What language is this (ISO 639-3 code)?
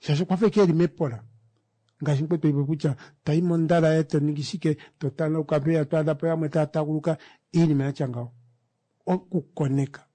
kua